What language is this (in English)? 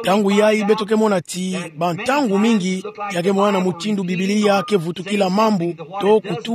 Kituba (Democratic Republic of Congo)